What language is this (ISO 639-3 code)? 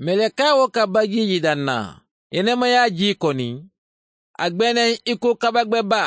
man